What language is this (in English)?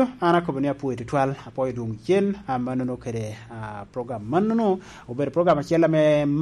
Lango (Uganda)